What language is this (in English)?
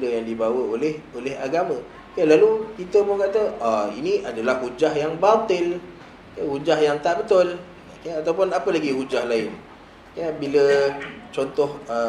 Malay